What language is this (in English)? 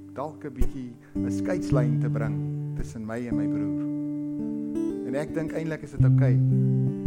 Afrikaans